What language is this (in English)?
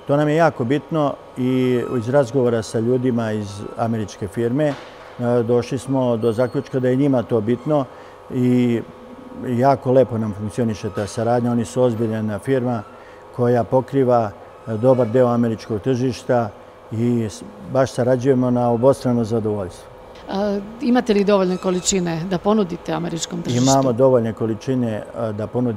Serbian